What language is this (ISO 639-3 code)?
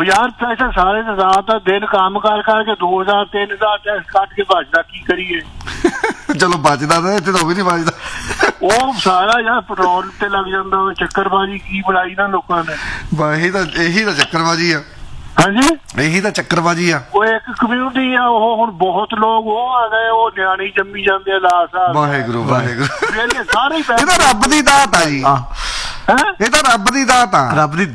pan